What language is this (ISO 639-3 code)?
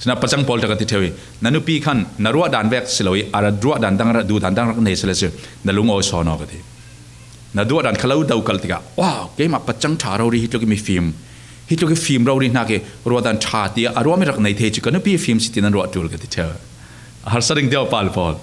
cfm